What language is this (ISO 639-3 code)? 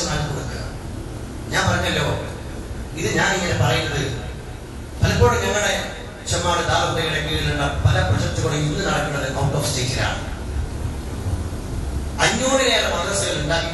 mal